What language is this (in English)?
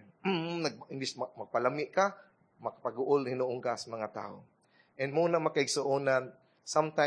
Cebuano